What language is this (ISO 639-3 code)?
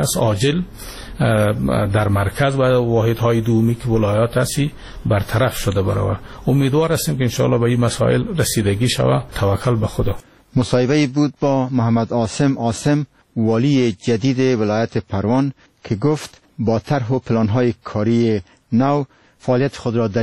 fas